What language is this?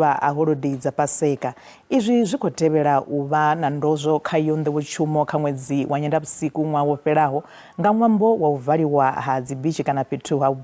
Venda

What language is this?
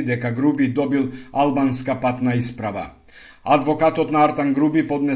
Macedonian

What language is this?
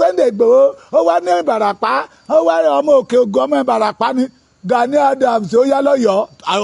Yoruba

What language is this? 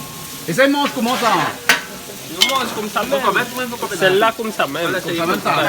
Réunion Creole French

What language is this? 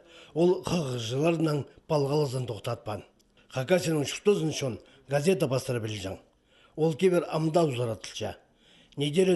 Khakas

